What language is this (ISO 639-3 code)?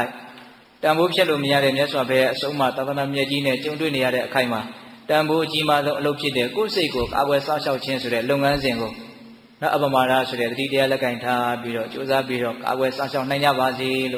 mya